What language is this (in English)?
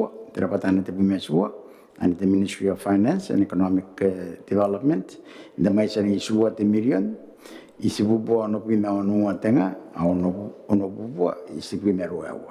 Gilbertese